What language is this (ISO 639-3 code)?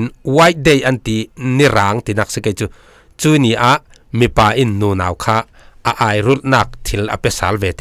cfm